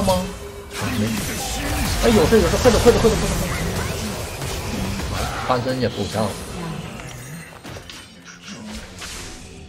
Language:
Chinese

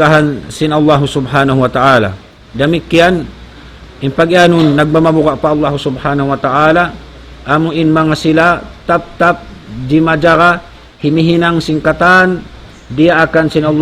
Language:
Tausug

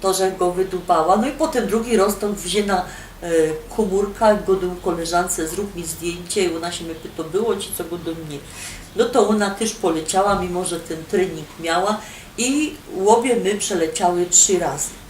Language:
Silesian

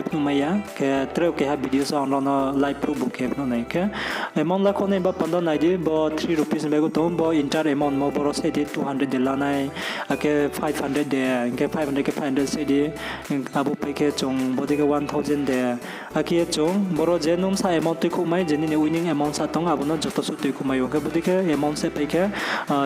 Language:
Riang (India)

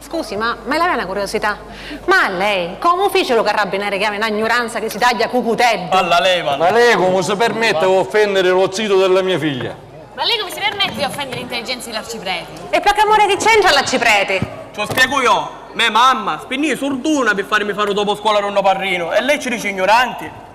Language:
Sicilian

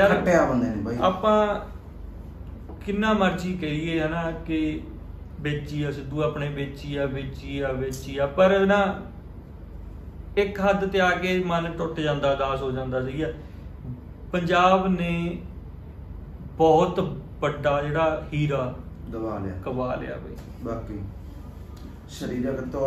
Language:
Punjabi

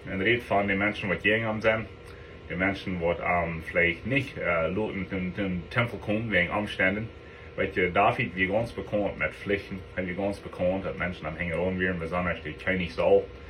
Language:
Plautdietsch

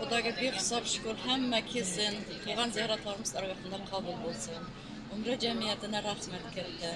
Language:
Uzbek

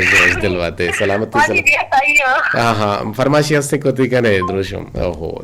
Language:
Eastern Balochi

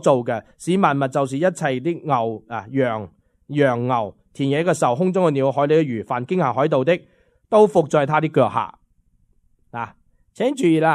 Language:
Cantonese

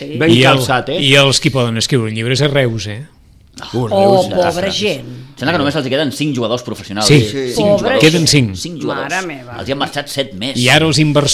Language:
Catalan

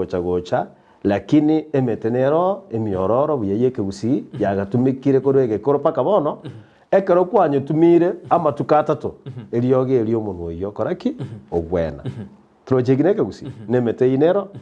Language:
Gusii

